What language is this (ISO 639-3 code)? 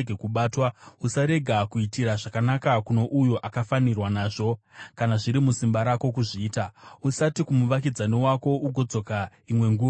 sna